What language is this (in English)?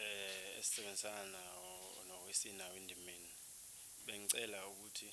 Zulu